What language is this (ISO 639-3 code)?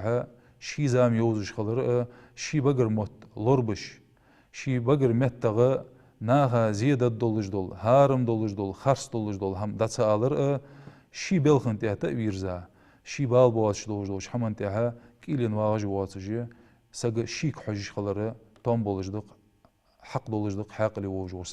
inh